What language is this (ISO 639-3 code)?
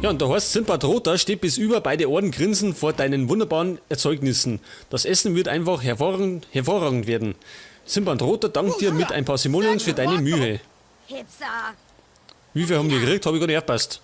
bar